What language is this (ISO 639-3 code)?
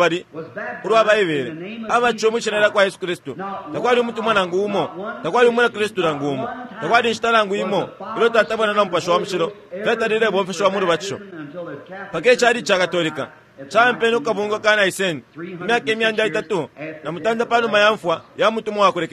bem